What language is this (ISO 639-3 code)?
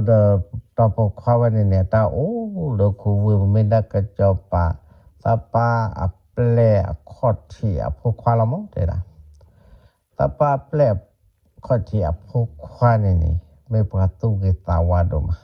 ksw